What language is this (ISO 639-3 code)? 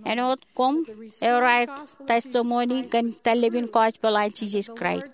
mah